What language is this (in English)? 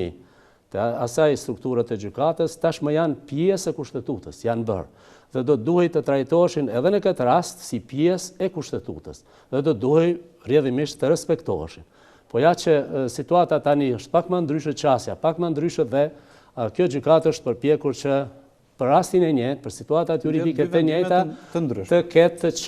Albanian